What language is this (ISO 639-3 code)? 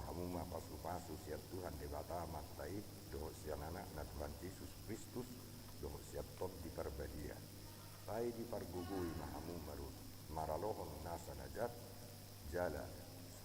bbc